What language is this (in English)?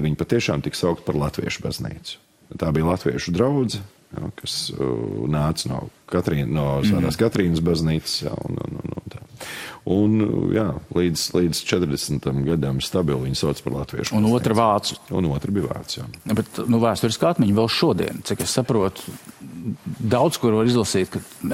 Latvian